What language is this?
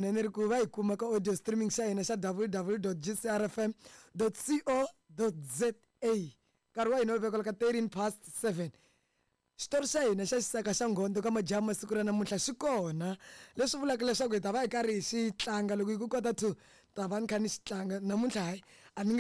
Tsonga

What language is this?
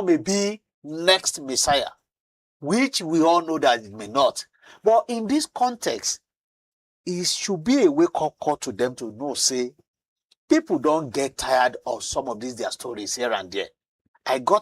Nigerian Pidgin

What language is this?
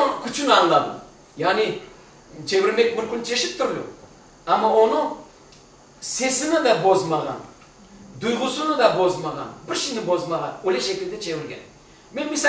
Crimean Tatar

